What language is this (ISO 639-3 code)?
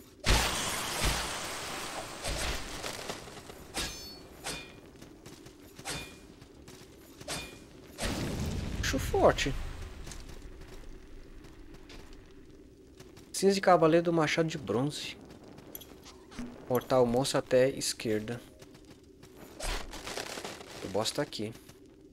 por